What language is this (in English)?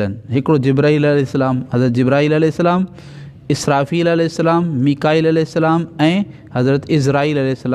Sindhi